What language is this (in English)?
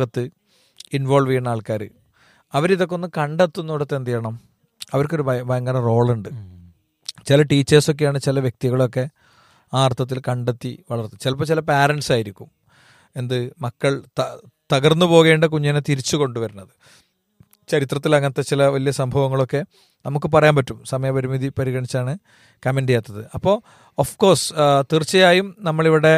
Malayalam